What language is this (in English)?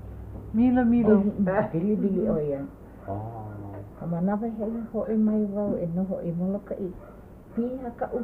Hawaiian